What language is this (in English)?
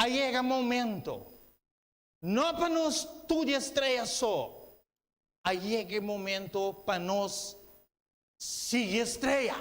Papiamento